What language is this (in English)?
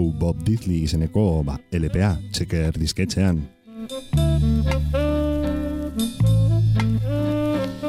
Basque